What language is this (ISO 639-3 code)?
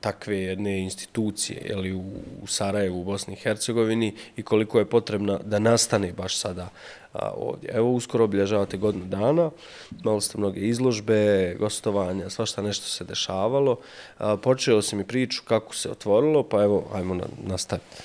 bos